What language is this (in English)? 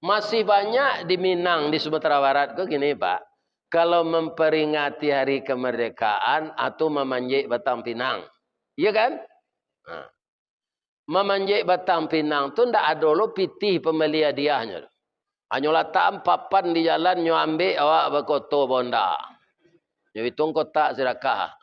Minangkabau